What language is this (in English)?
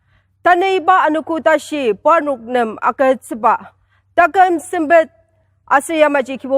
Ao Naga